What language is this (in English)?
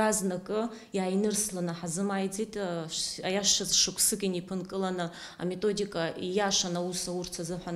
Abkhazian